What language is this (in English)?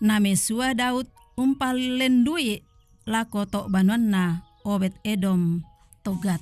Toraja-Sa'dan